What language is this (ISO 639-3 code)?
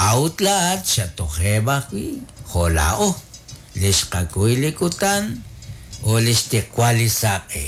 kek